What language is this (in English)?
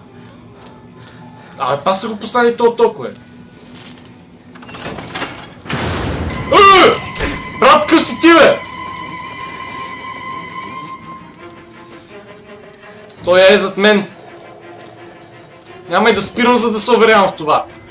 Bulgarian